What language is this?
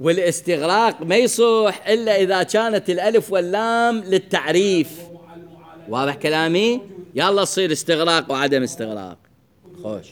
Mesopotamian Arabic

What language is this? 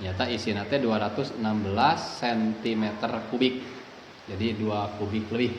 Sundanese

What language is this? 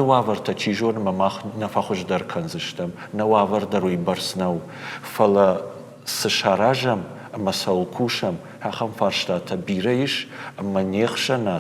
Ossetic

